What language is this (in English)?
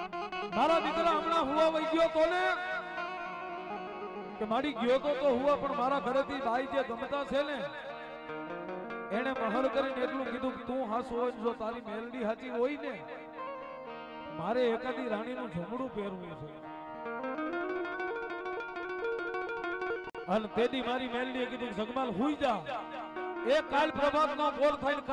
Gujarati